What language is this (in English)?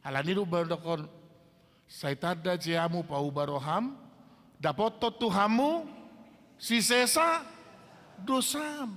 Batak Toba